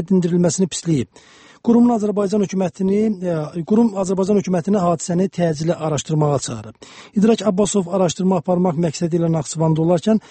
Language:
Azerbaijani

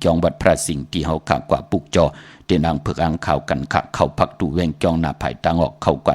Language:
Shan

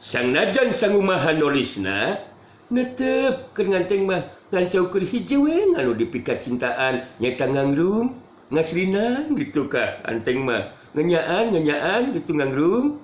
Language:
Sundanese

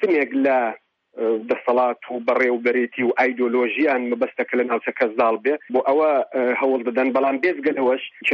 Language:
Central Kurdish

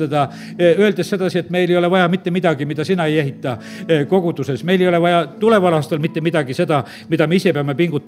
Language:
Estonian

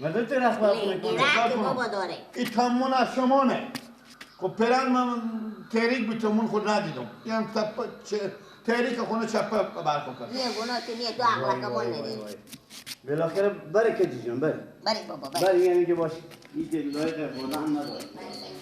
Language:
Persian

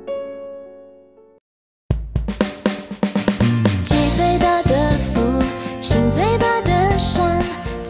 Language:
Chinese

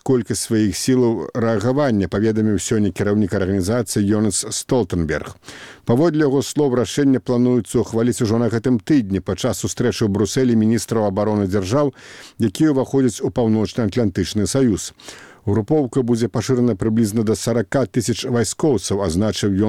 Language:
Belarusian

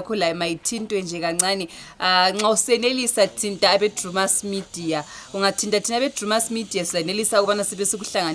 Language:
Shona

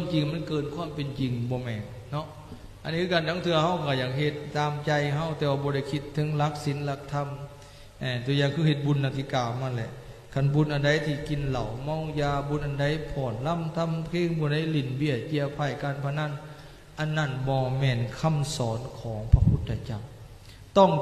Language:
Lao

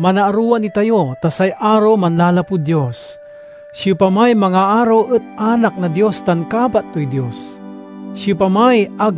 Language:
Pangasinan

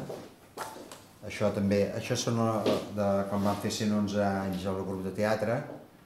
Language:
Catalan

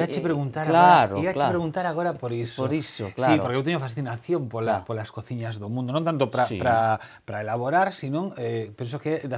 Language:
Galician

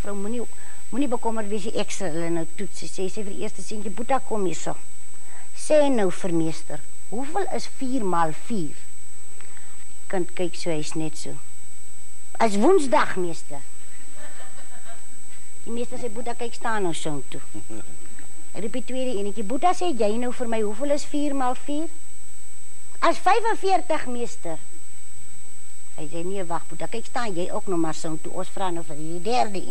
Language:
Afrikaans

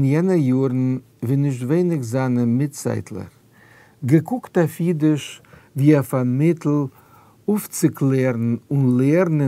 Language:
Yiddish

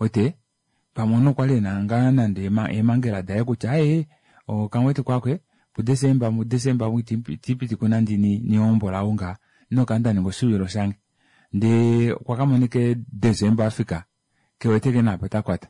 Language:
Kuanyama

